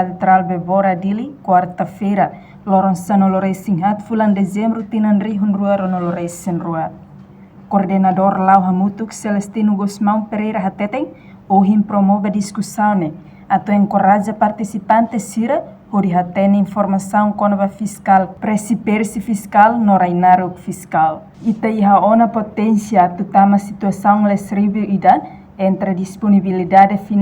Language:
Tetum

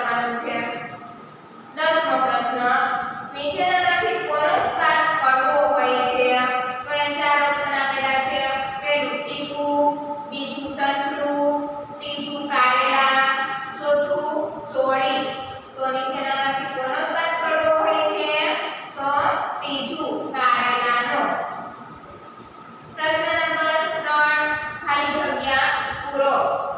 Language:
Gujarati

